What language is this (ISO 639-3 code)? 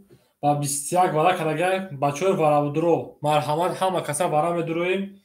tgk